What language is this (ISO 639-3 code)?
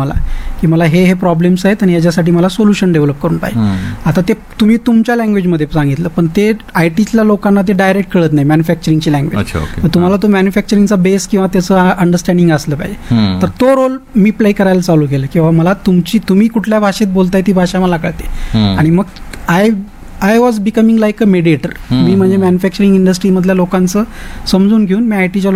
mar